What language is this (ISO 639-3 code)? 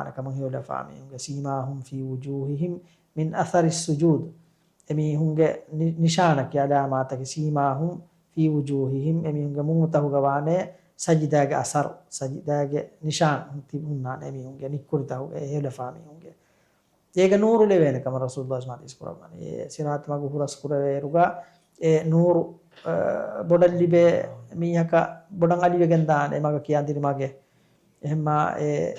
div